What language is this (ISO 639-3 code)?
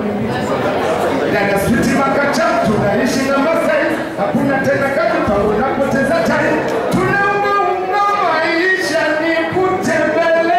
swa